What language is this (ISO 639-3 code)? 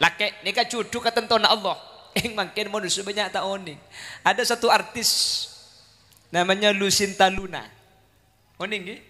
mad